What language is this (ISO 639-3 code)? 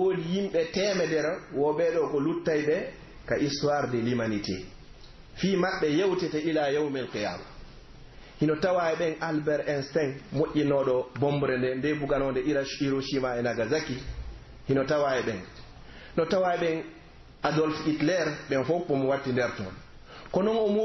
fuf